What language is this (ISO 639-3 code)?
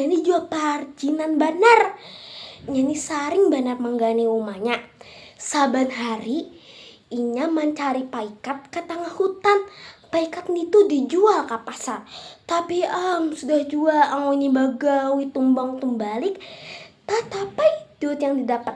bjn